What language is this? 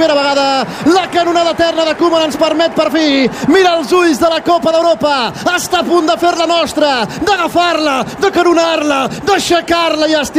Catalan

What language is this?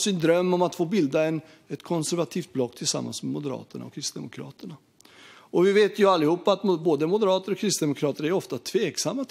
Swedish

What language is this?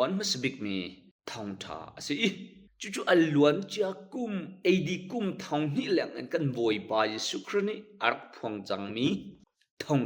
Hakha Chin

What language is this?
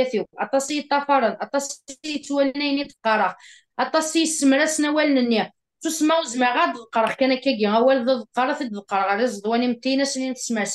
Kabyle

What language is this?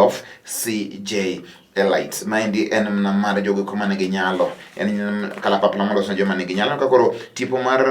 Luo (Kenya and Tanzania)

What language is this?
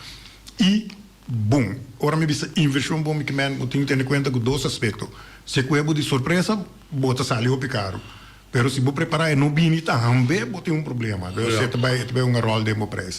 Papiamento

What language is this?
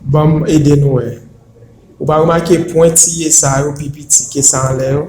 Haitian Creole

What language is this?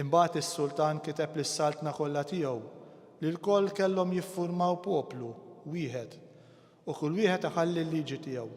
Maltese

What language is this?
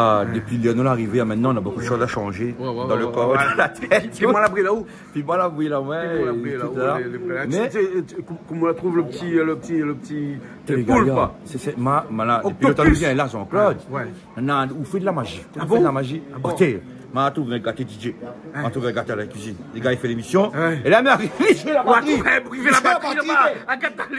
Réunion Creole French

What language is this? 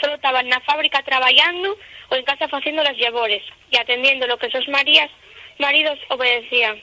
Asturian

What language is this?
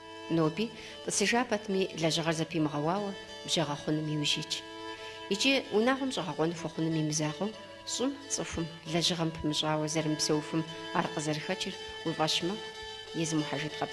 Kabardian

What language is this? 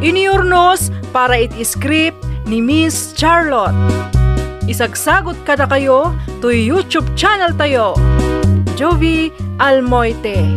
Iloko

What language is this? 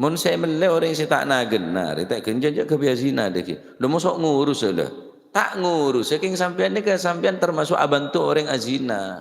Madurese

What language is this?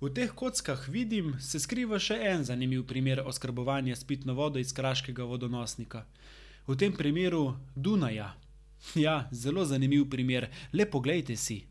Slovenian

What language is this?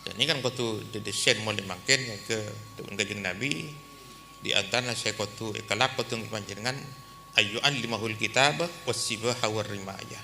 Madurese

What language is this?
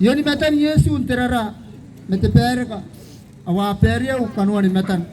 Gilbertese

